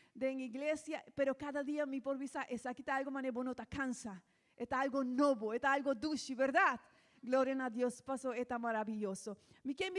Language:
Papiamento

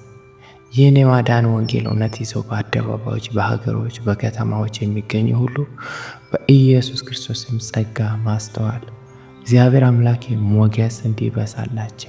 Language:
Amharic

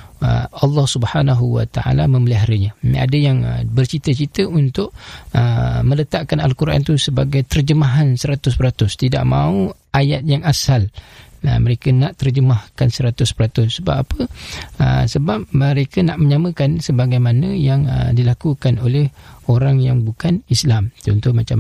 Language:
Malay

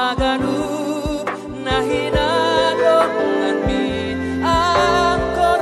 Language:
Batak Simalungun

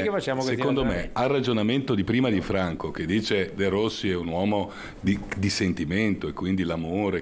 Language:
Italian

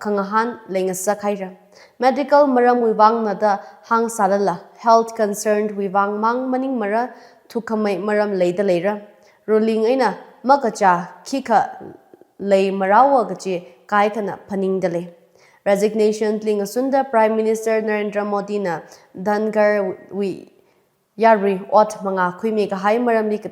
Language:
Tangkhul Naga (India)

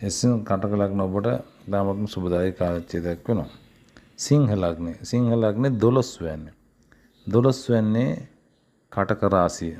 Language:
Sinhala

